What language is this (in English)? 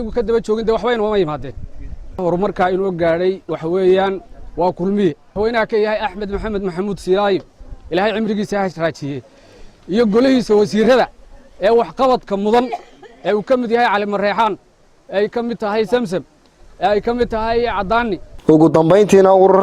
Somali